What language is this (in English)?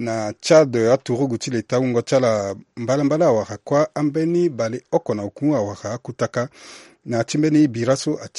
Sango